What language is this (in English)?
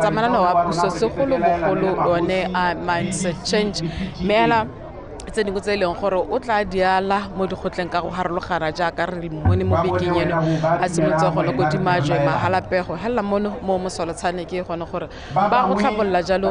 Tswana